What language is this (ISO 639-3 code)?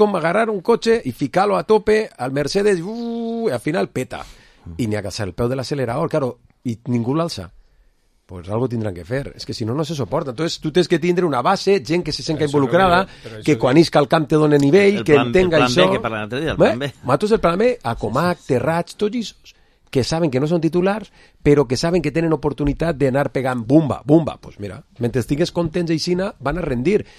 cat